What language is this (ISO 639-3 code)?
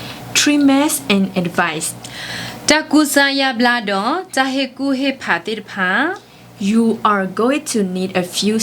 ksw